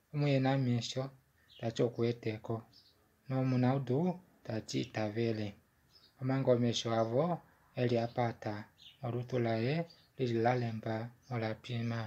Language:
Kuanyama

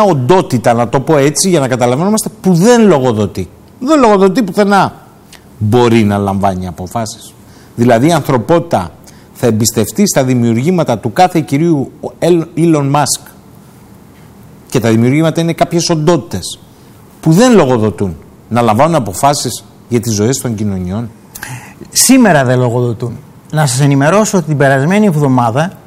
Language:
Greek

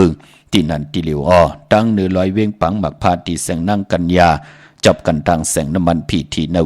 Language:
Shan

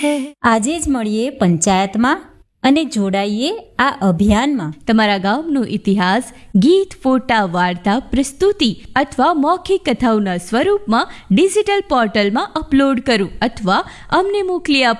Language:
Gujarati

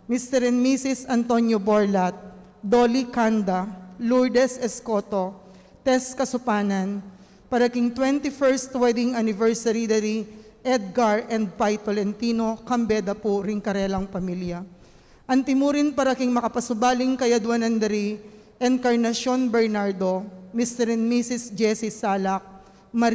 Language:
Pampanga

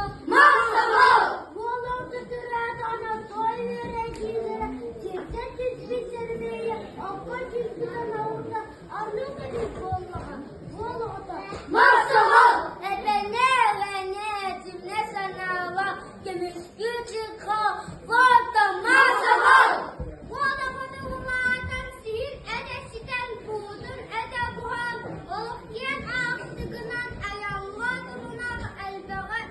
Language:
Yakut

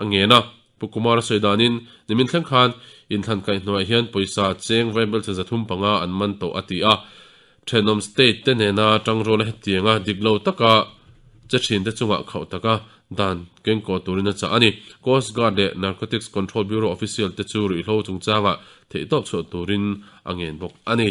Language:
Mizo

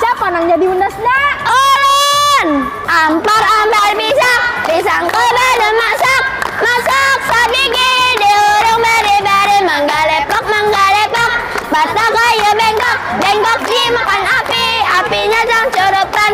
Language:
Banjar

